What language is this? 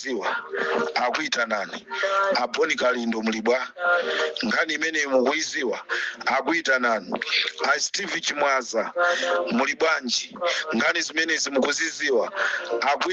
Nyanja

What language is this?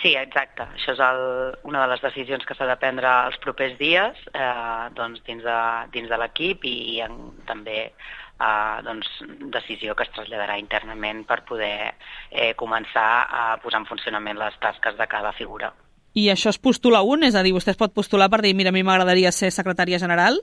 Catalan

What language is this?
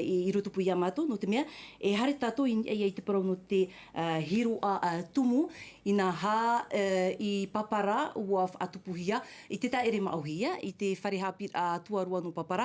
Tahitian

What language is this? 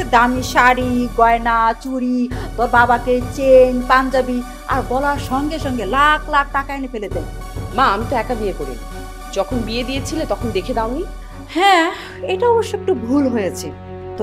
Bangla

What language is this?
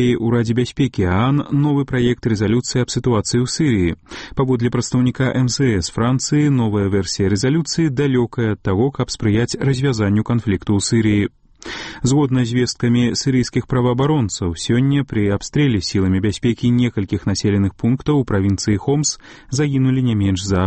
Belarusian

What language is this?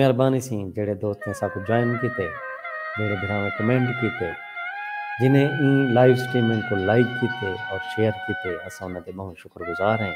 Saraiki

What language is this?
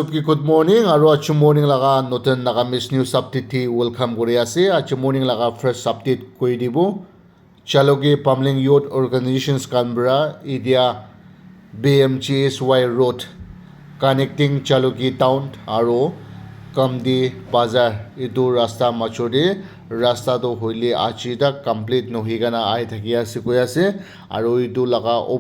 Naga Pidgin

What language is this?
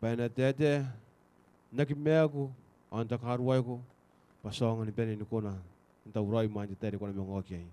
Gilbertese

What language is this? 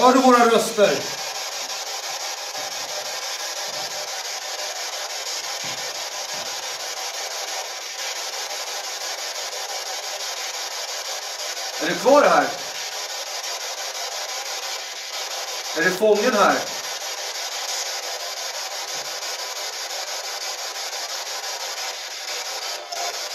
Swedish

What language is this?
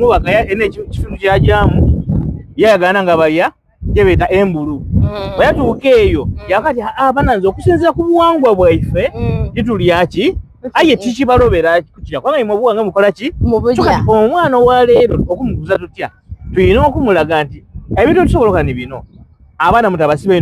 Soga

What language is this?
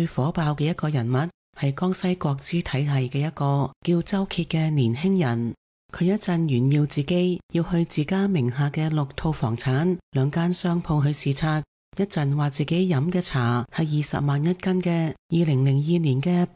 Cantonese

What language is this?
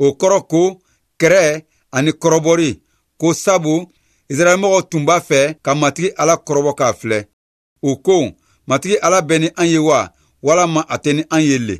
Bambara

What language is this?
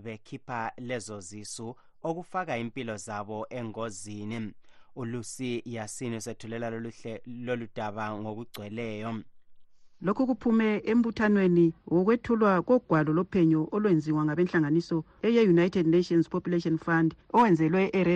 North Ndebele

